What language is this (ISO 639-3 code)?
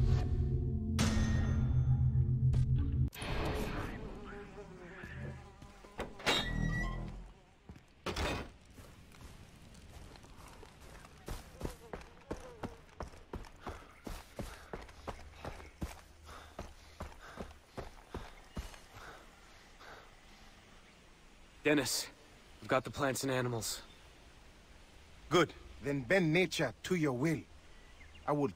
eng